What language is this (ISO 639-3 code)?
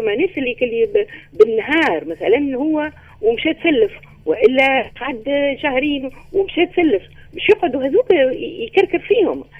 aeb